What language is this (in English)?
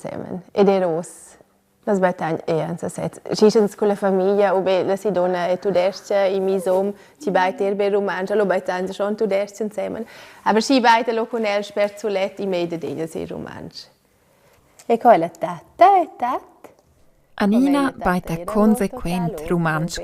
Romansh